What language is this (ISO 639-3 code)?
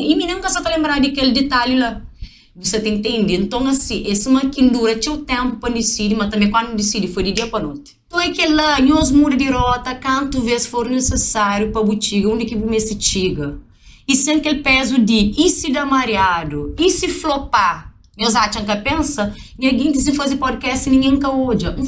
kea